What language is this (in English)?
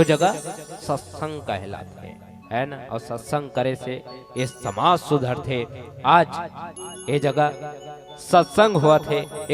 Chhattisgarhi